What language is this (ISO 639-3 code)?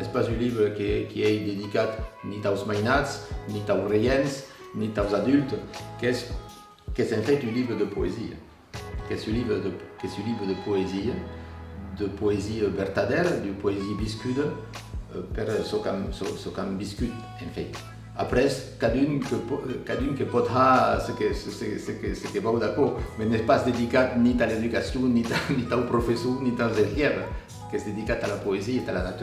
oci